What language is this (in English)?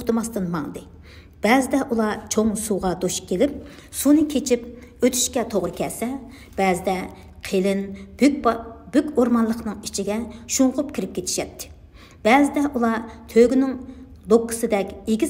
Uyghur